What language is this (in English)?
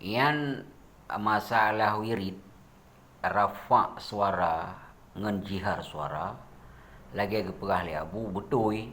Achinese